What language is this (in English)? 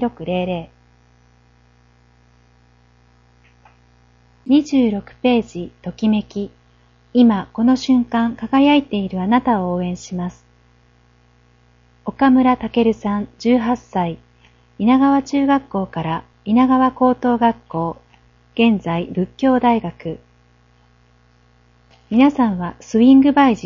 Japanese